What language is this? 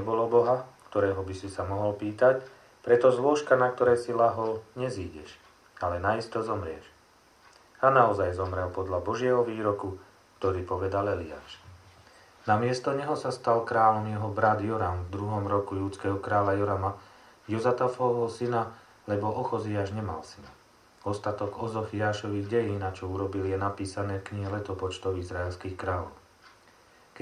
Slovak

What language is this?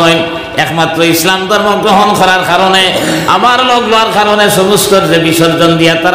Sylheti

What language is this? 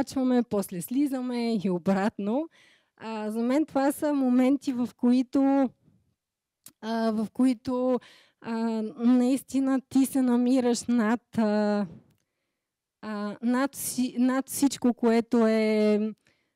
Bulgarian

